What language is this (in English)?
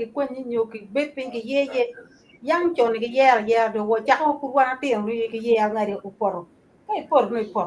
Acoli